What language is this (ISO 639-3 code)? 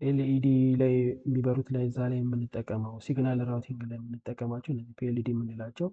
amh